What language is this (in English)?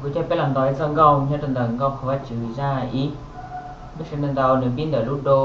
Hmong